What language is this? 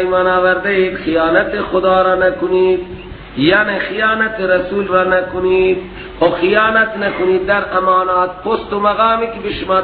Persian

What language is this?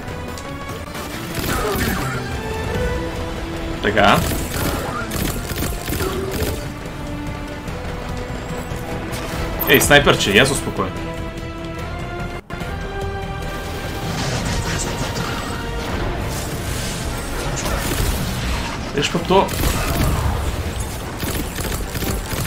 Bulgarian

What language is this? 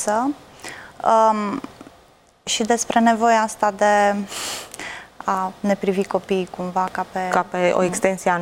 Romanian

